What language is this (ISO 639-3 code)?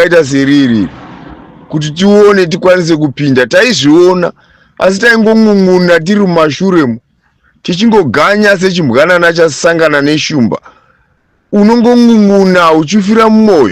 sna